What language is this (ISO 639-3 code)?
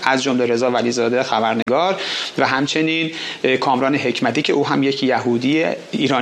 fas